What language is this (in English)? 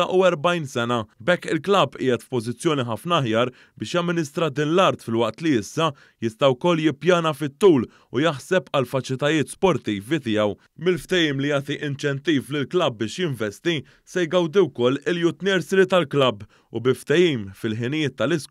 Maltese